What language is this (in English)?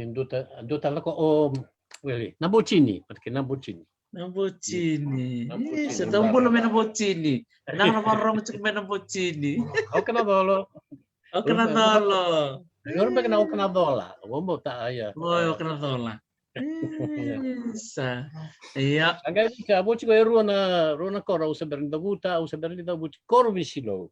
Fijian